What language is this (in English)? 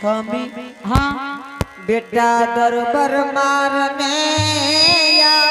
Angika